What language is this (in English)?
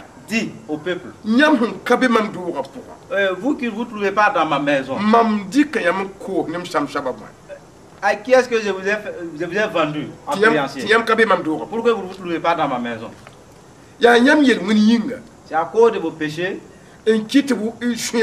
Mossi